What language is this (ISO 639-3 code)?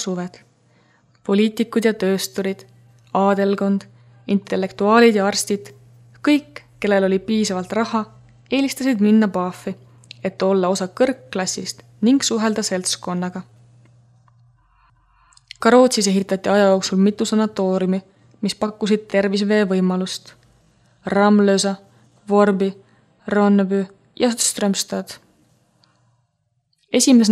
est